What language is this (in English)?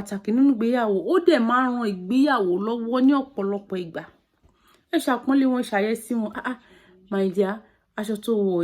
Yoruba